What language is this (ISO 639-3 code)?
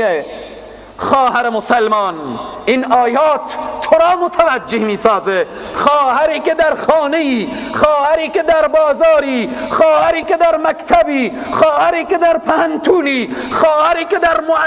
fas